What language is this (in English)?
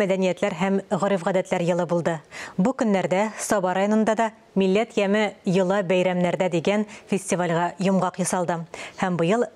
Tatar